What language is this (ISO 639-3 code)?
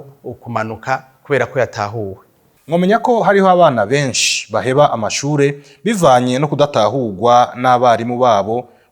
run